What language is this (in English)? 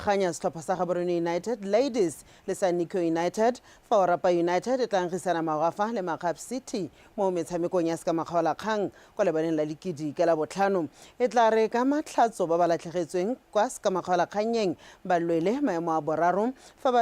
Tswana